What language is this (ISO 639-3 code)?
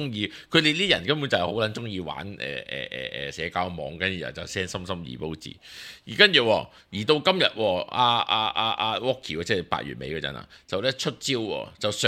yue